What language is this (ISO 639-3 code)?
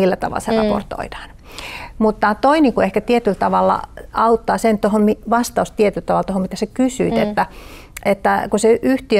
fin